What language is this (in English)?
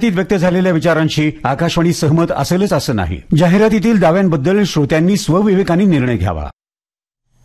Marathi